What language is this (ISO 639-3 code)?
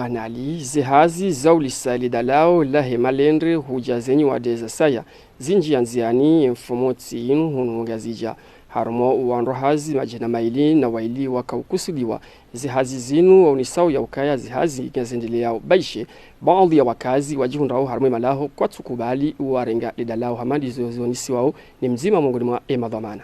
zdj